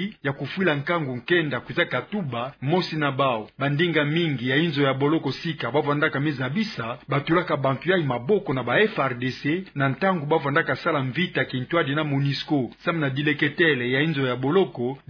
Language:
Kituba (Democratic Republic of Congo)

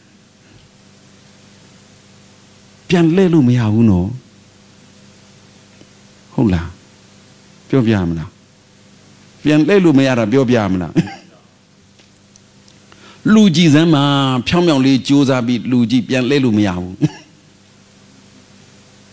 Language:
Burmese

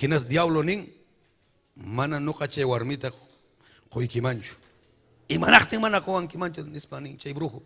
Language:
Ayacucho Quechua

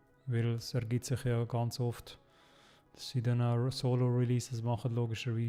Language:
Swiss German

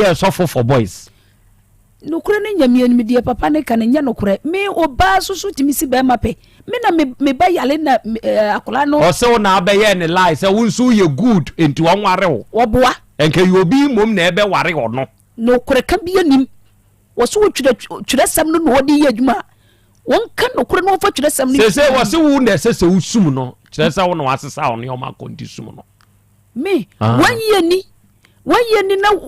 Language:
Akan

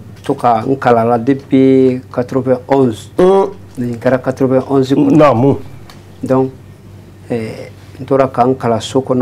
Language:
Bambara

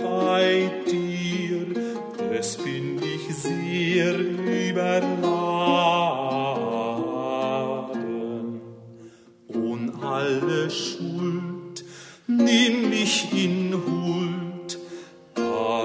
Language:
Italian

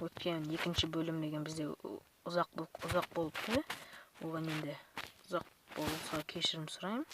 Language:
Kazakh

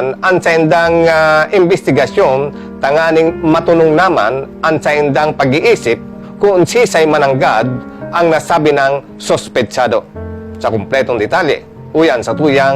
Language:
Bikol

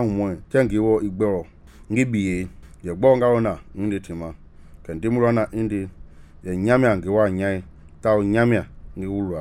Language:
Mende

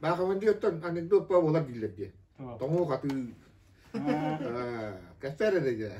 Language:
Yakut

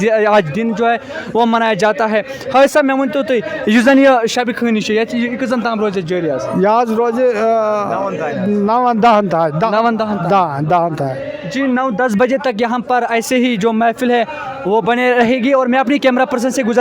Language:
Kashmiri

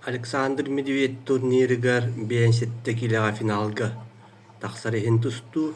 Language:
Yakut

